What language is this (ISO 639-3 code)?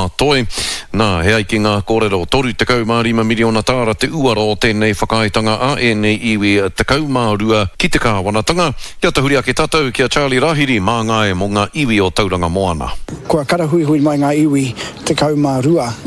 mri